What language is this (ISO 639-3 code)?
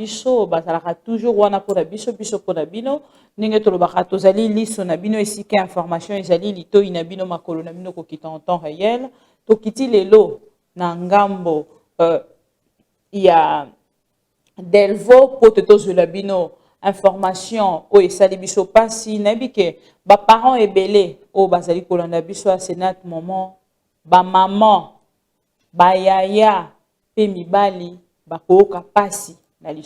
lin